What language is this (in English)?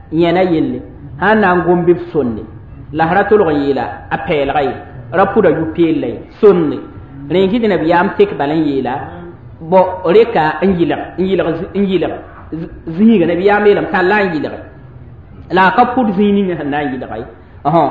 Mossi